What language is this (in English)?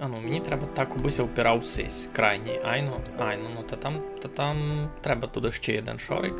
Rusyn